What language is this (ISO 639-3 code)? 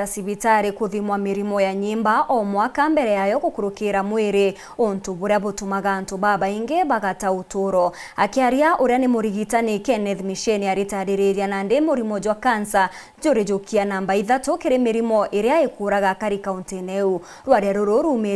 mer